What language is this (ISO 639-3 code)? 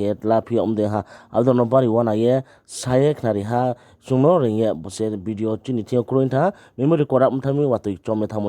ria